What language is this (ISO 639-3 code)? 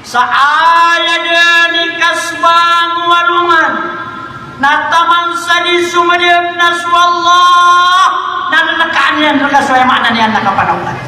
mrw